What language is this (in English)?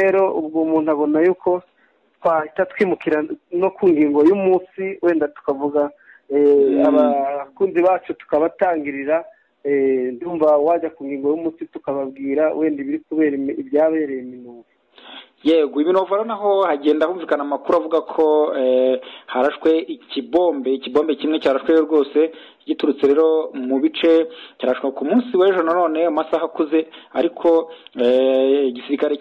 Kinyarwanda